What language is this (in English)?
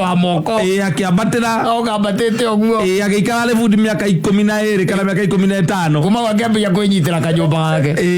Kikuyu